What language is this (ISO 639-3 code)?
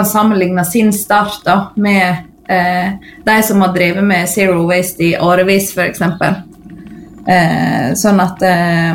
nor